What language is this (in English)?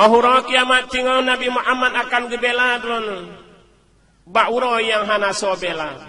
Achinese